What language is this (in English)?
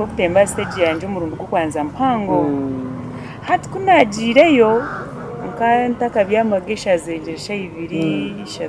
Nyankole